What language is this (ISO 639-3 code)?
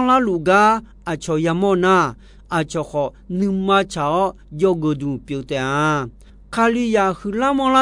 ahk